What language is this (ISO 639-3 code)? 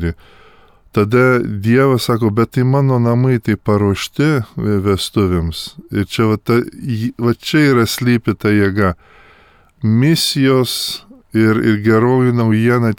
lit